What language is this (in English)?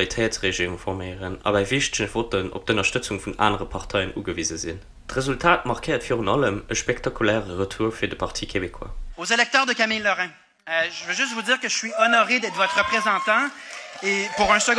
Luxembourgish